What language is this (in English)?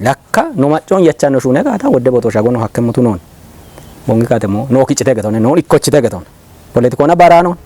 Kafa